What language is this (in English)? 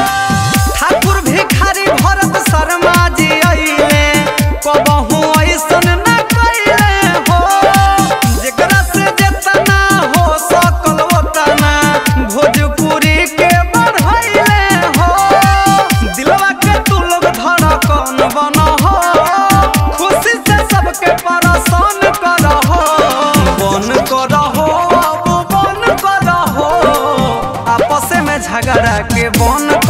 Bhojpuri